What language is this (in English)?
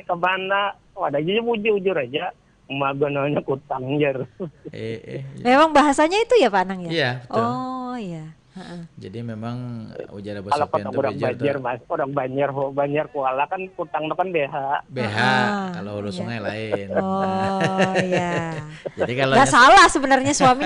Banjar